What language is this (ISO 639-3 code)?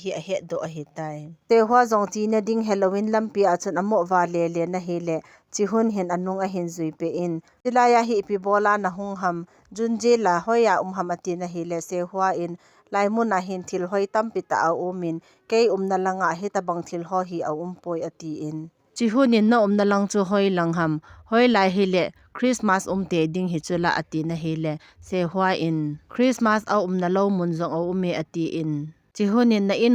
tcz